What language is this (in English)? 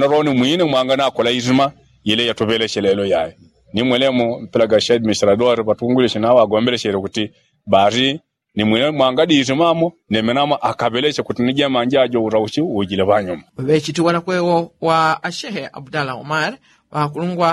Yao